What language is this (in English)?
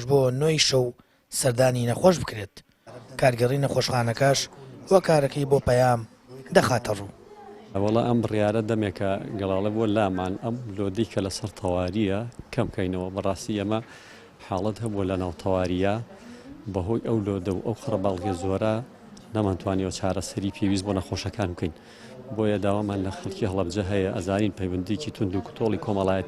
Central Kurdish